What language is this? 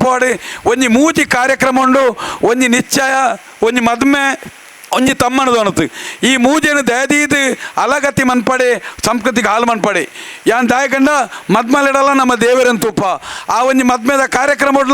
Tulu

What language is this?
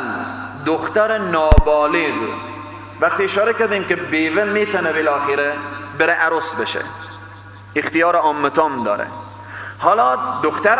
Persian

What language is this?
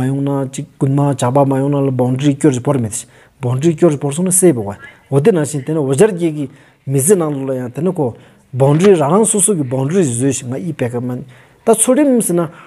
Stod Bhoti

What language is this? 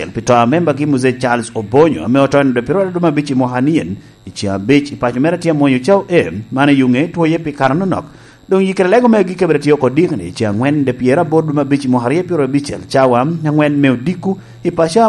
Lango (Uganda)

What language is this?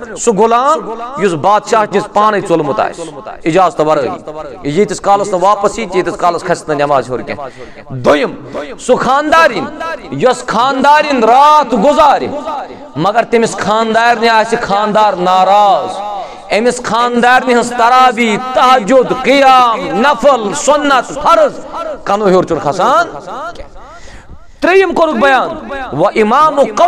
Kashmiri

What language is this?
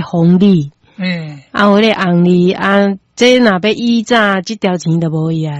Min Nan Chinese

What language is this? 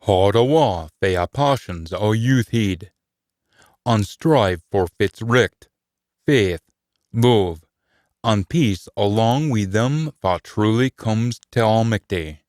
Scots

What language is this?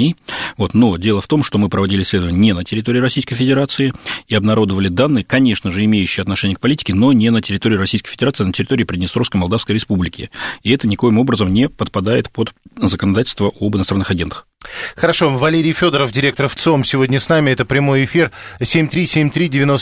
Russian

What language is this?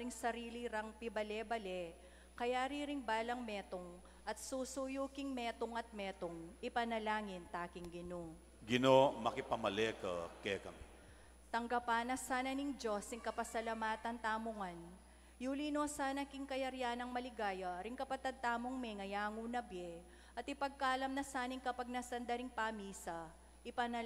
Pampanga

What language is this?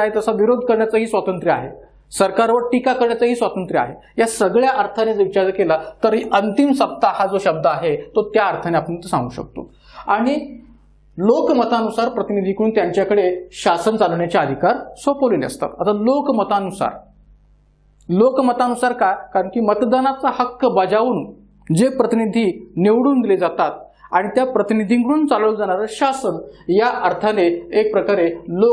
Marathi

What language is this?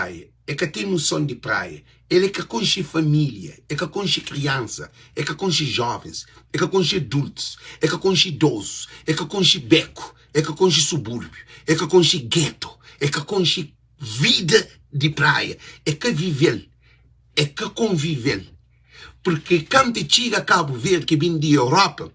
Kabuverdianu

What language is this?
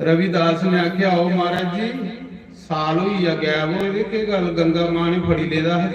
Dogri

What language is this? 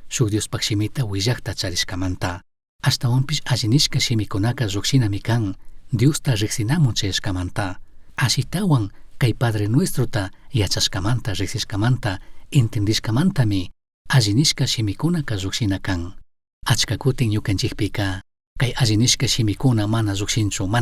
Chimborazo Highland Quichua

